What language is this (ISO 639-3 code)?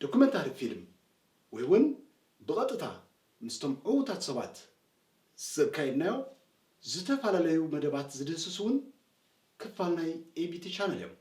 tir